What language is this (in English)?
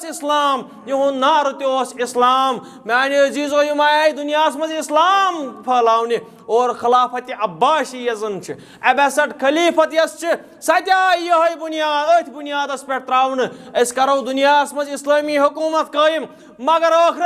Kashmiri